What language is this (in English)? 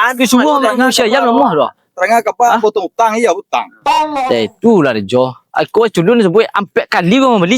Minangkabau